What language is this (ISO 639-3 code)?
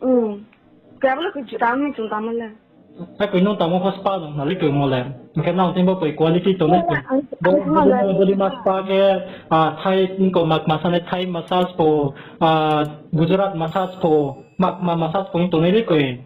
ria